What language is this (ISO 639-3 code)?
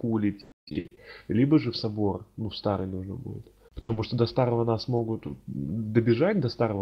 rus